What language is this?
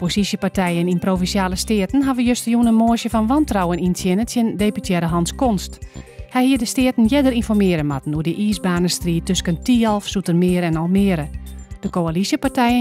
Western Frisian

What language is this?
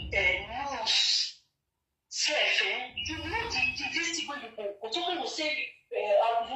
Nigerian Pidgin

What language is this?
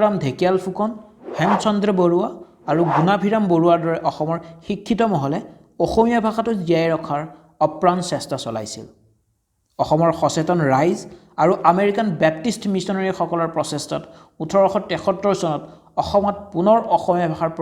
Assamese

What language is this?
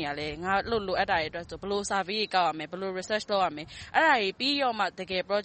Burmese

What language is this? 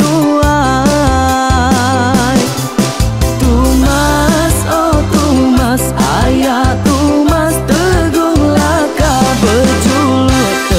Iban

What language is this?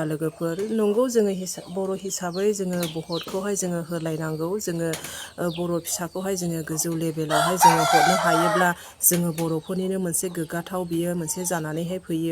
Bodo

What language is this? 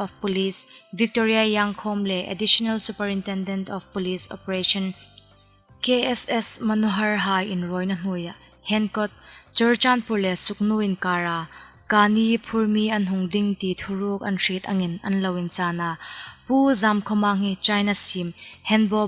Hmar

